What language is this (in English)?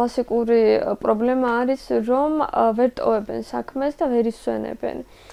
Georgian